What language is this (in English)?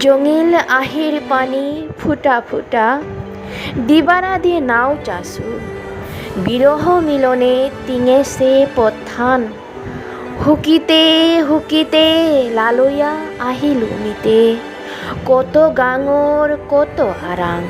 Bishnupriya